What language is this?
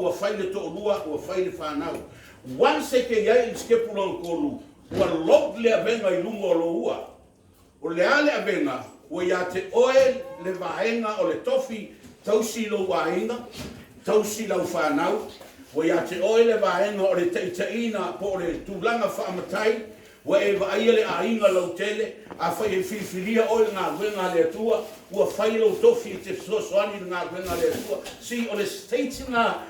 Samoan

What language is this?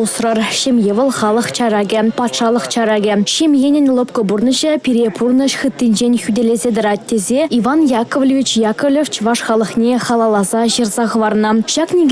Chuvash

